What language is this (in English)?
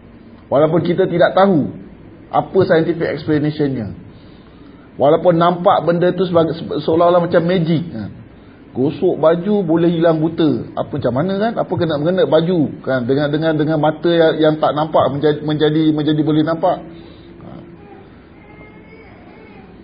Malay